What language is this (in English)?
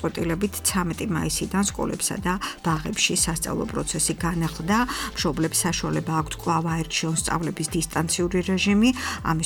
Georgian